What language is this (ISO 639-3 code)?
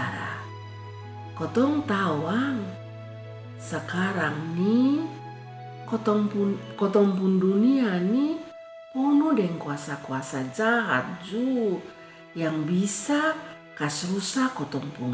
mkn